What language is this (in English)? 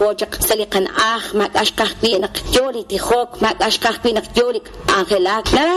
Kekchí